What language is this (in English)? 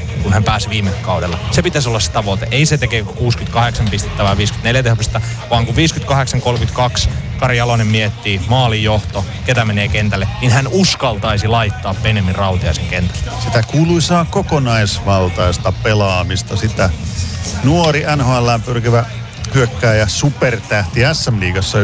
Finnish